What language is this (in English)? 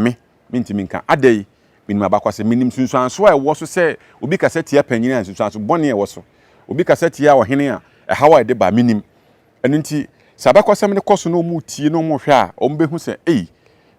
Akan